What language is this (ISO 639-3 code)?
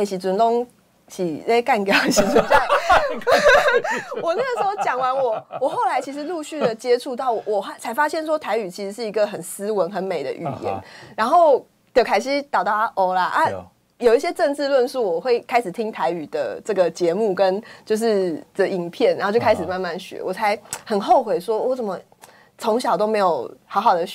zho